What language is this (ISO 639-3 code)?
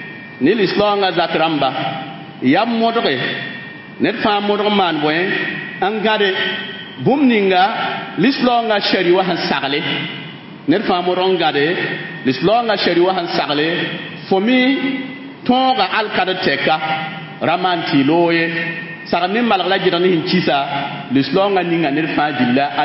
mos